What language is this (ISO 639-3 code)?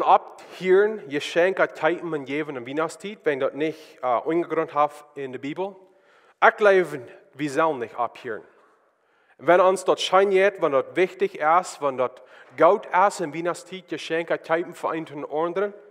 pdt